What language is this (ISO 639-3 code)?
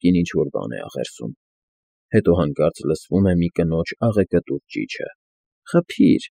hye